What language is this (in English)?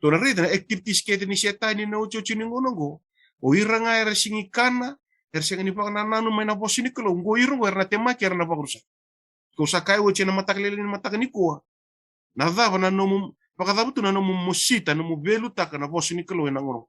Fijian